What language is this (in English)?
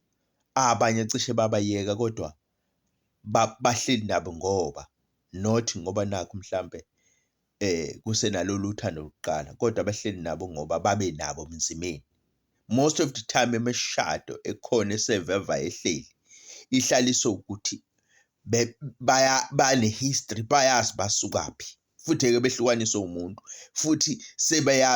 Zulu